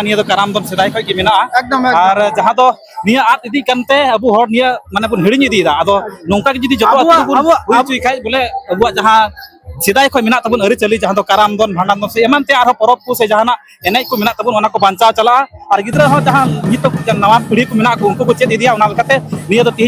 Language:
Santali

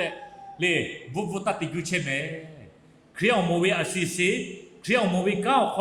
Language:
Lahu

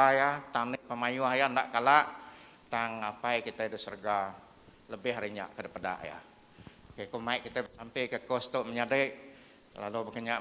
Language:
Iban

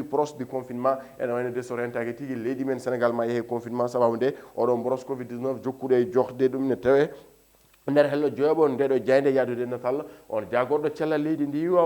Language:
Fula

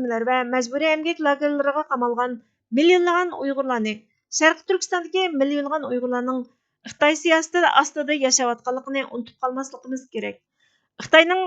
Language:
Uyghur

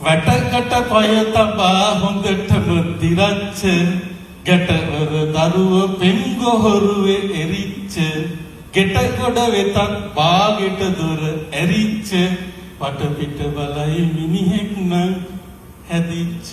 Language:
Sinhala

